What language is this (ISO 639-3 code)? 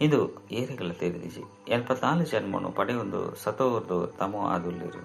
tcy